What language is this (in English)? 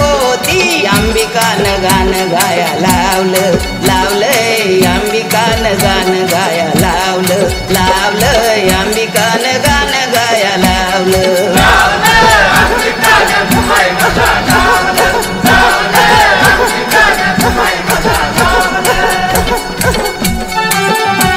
Marathi